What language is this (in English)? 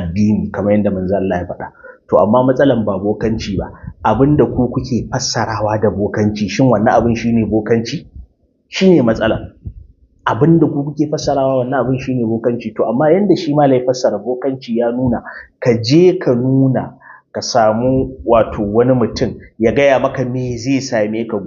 Hausa